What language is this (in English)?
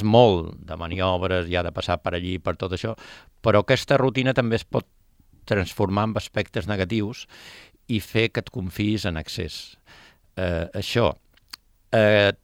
Catalan